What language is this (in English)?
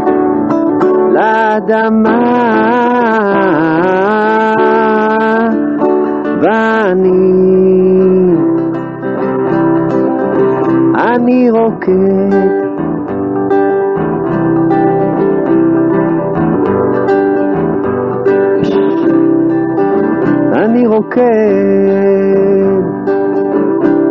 Hebrew